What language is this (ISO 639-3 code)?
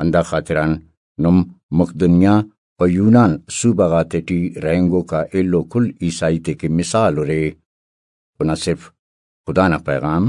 brh